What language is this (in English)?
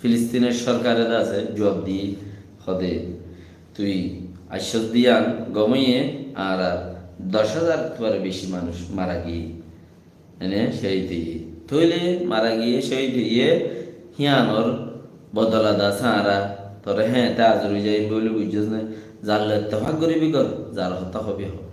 Rohingya